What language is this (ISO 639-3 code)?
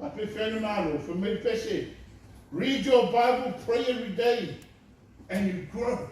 smo